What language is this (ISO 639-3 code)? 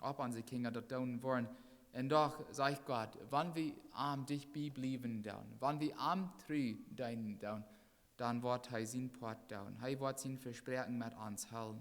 pdt